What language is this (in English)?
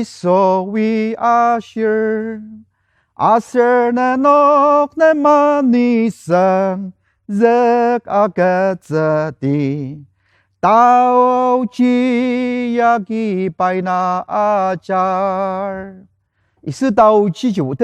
Ao Naga